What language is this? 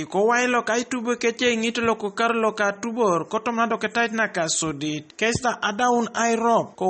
Teso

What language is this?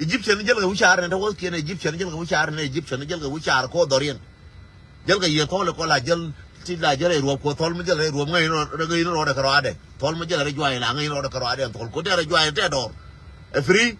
Nuer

